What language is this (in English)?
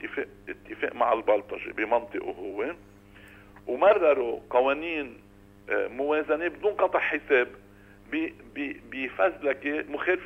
North Levantine Arabic